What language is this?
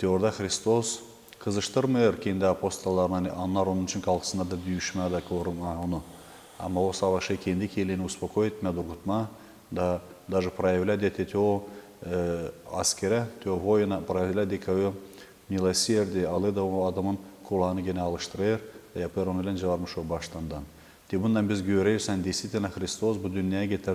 Gagauz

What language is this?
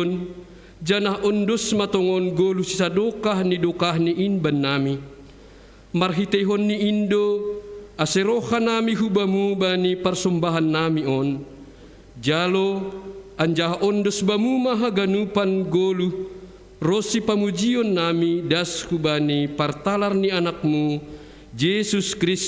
Batak Simalungun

